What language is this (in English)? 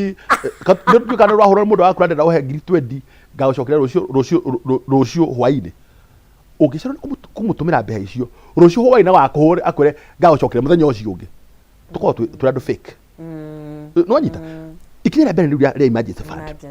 Kikuyu